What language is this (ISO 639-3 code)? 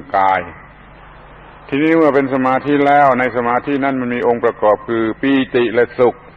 tha